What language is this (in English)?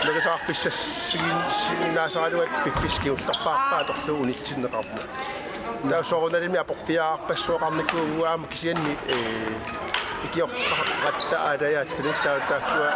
Kalaallisut